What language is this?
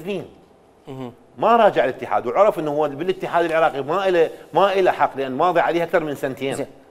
Mesopotamian Arabic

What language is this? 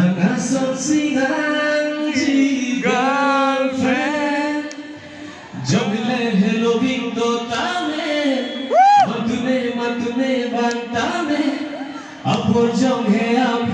Karbi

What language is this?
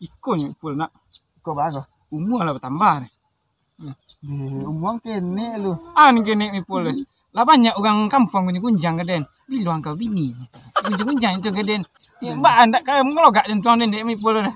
Minangkabau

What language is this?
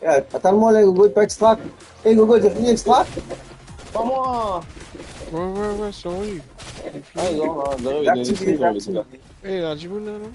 Morisyen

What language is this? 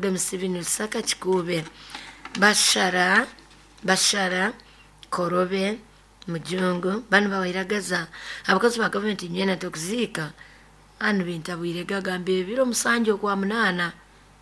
Nyoro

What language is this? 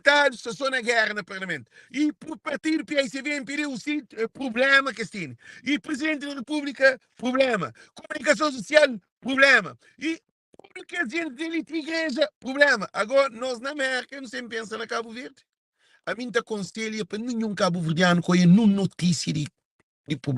Kabuverdianu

